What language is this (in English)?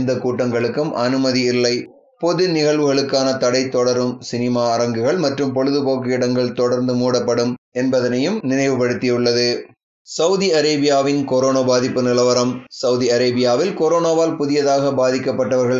Tamil